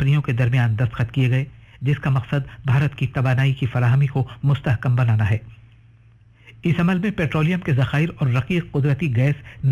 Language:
Urdu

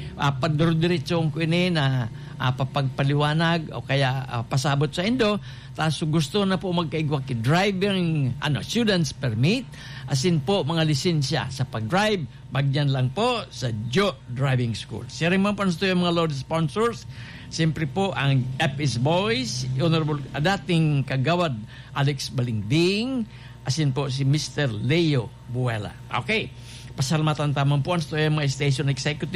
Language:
Bikol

